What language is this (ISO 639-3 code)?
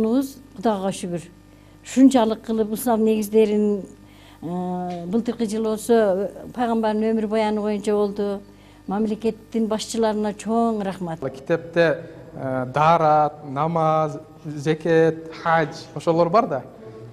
kir